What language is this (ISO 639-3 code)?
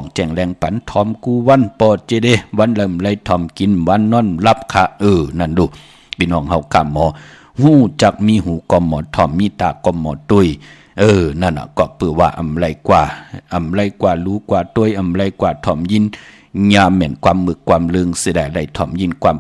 shn